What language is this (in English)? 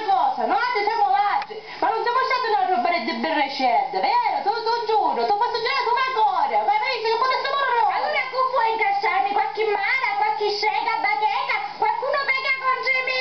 Sicilian